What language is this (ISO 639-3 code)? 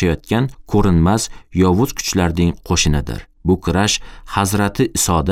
uzb